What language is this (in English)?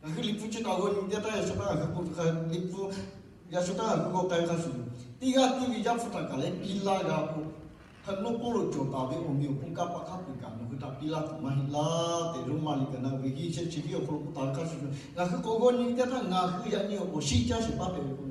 Lahu